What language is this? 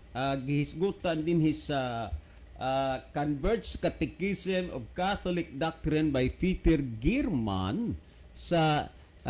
Cebuano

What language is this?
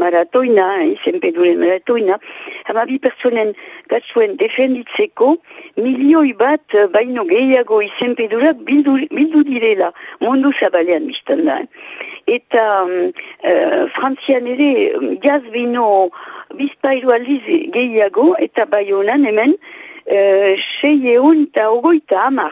Basque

